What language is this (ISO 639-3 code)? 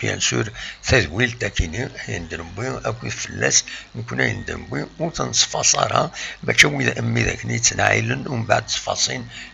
kab